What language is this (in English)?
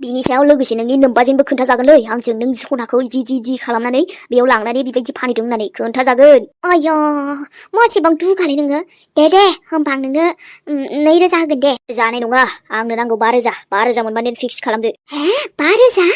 Bodo